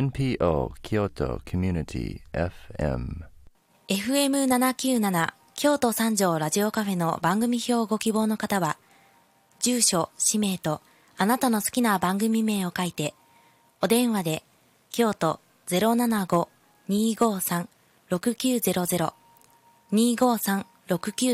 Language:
Japanese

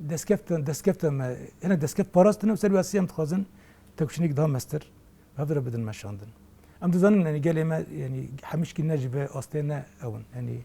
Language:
Kurdish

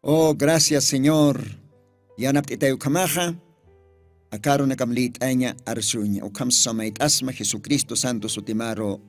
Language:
Aymara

